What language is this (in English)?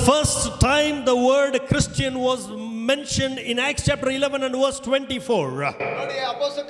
Kannada